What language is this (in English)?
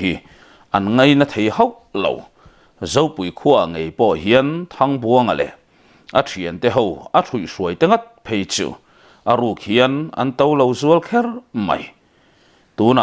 Mizo